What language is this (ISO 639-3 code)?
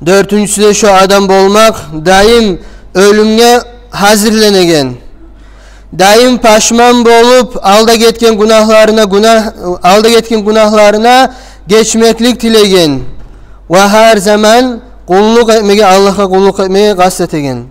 kum